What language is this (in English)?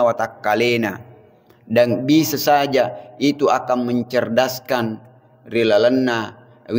Buginese